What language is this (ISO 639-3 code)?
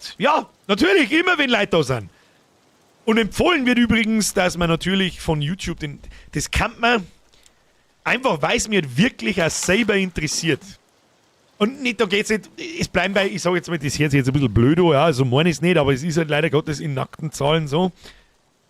bar